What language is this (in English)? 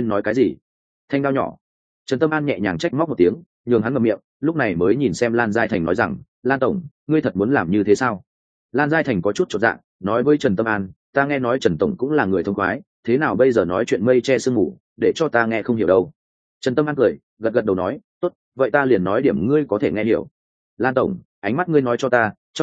Vietnamese